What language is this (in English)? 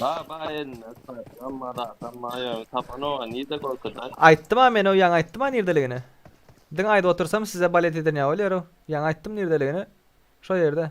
Turkmen